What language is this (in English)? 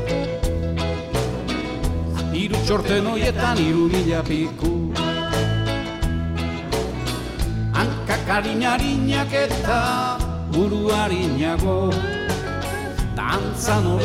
Basque